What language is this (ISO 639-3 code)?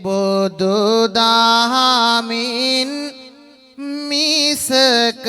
sin